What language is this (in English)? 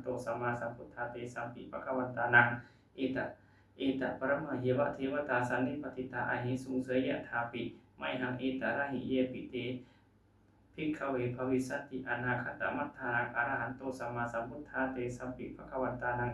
Pali